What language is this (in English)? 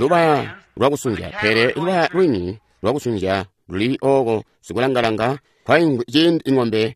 Tonga (Zambia)